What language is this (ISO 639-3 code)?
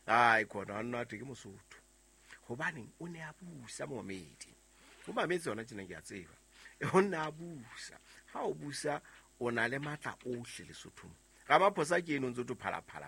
sot